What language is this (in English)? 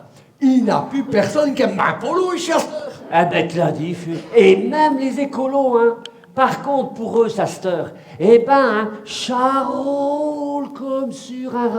Picard